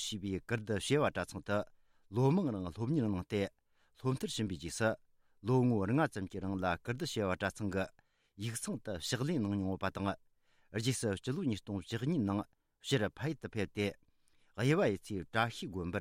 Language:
Tibetan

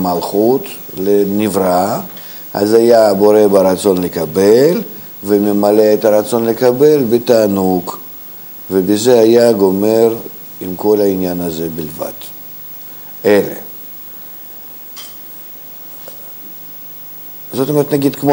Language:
Hebrew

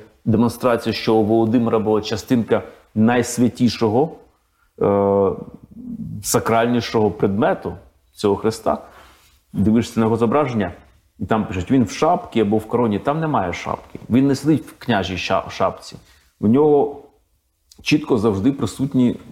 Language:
Ukrainian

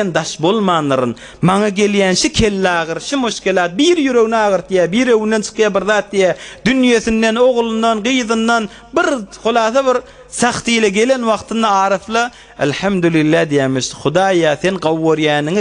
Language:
Turkmen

